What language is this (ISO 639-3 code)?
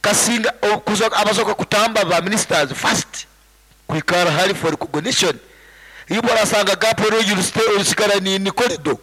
nyo